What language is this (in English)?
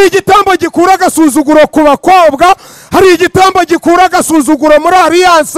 Kinyarwanda